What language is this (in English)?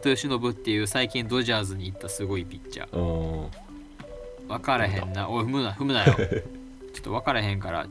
Japanese